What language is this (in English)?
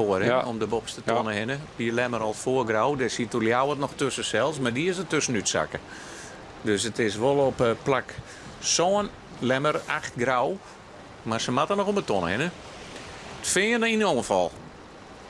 Western Frisian